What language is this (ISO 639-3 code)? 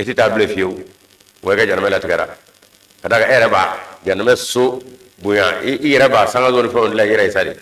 bam